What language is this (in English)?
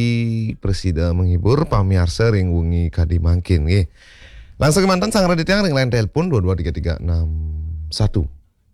Balinese